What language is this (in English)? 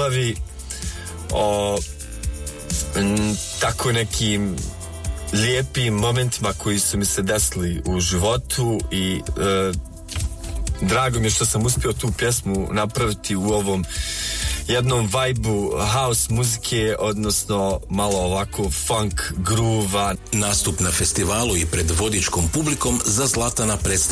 Croatian